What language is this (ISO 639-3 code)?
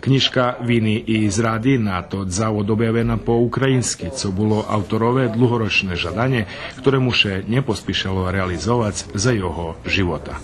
rue